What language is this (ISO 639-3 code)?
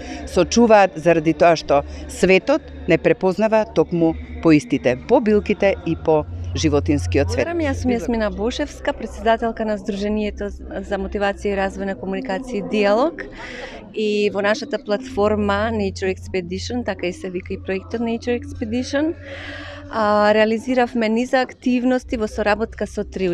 mkd